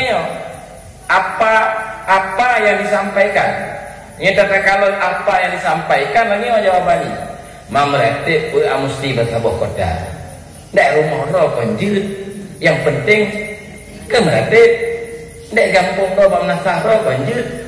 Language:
Achinese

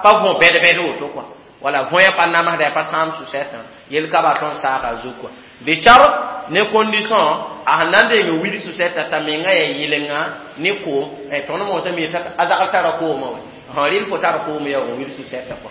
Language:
Mossi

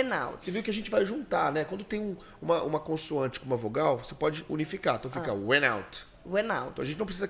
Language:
Portuguese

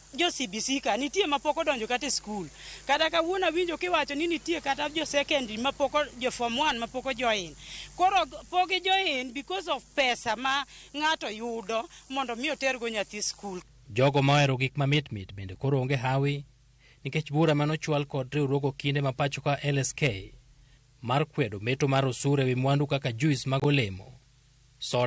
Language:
Luo (Kenya and Tanzania)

